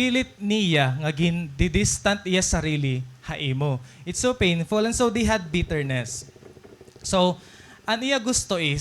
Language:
Waray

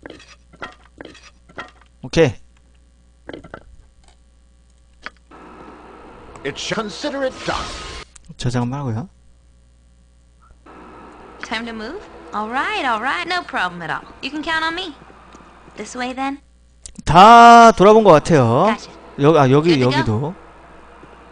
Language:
Korean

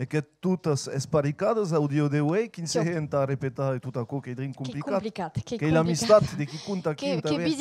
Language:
Occitan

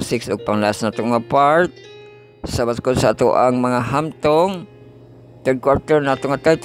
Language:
Cebuano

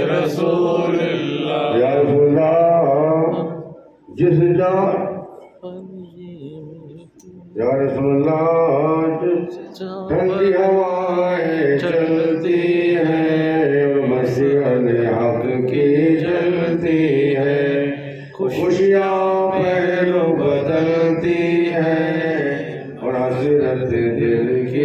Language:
Urdu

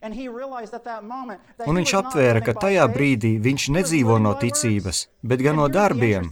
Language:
Latvian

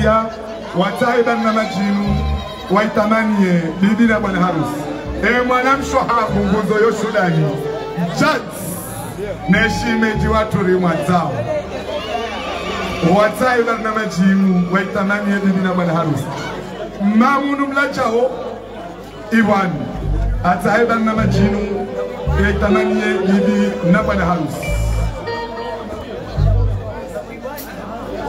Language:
Swahili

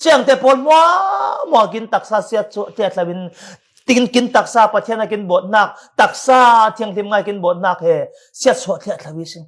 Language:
Falam Chin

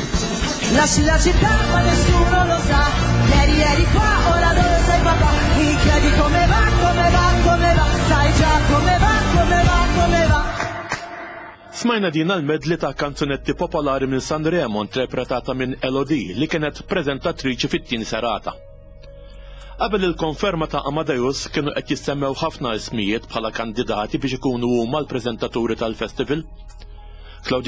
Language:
Maltese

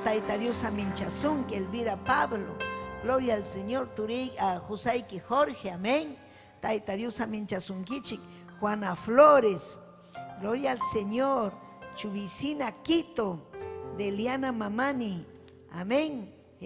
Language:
Ayacucho Quechua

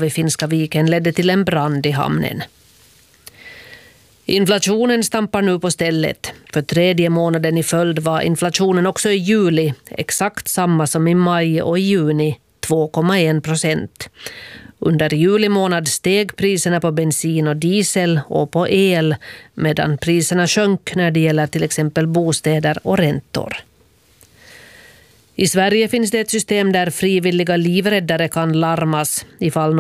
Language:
Swedish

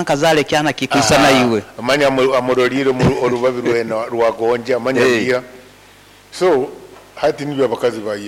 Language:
Nyankole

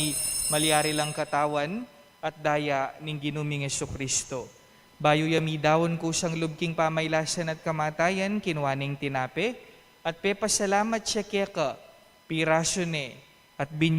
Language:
Pampanga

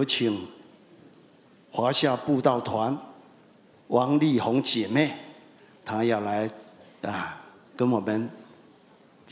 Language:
Chinese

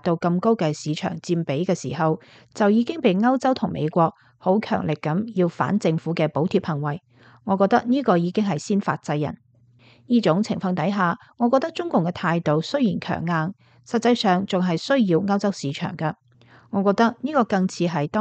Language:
Cantonese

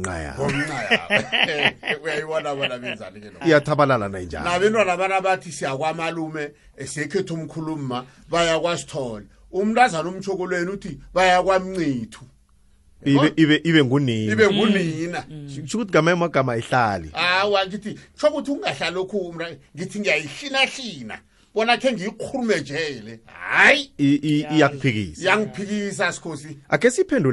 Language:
South Ndebele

